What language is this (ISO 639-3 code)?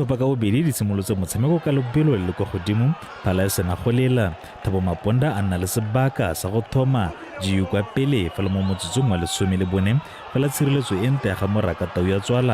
tsn